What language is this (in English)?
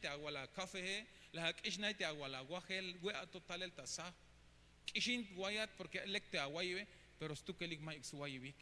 Tzeltal